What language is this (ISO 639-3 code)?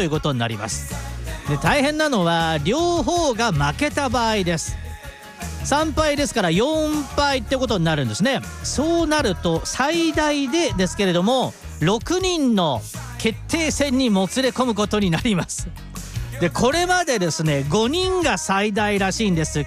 jpn